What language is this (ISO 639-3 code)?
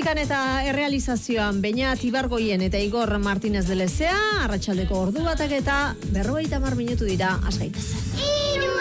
eus